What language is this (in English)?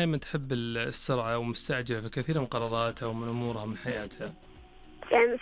Najdi Arabic